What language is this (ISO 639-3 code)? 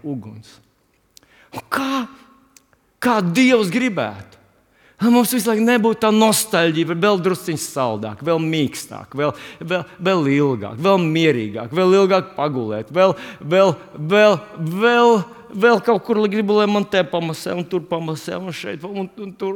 lav